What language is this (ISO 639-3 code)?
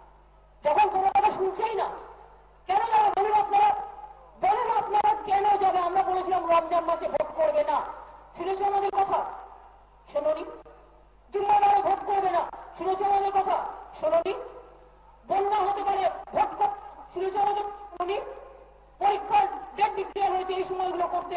ben